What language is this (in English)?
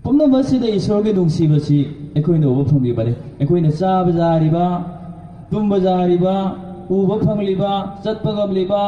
Manipuri